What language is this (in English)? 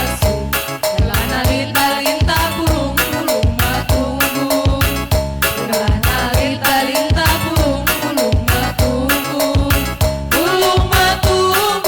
Batak Karo